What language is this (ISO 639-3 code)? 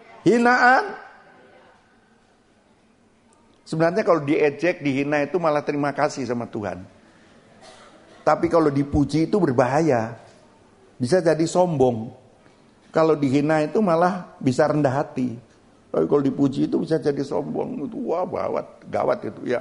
ind